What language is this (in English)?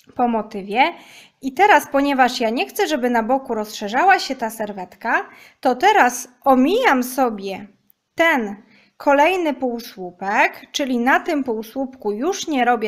Polish